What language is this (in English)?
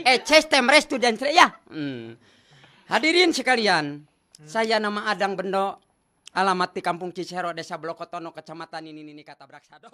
Sundanese